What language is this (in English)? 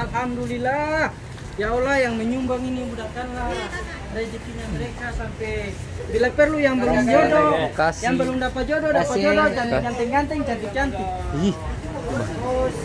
Ambonese Malay